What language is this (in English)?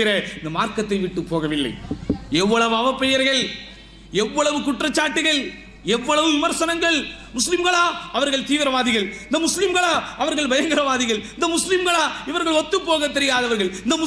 Tamil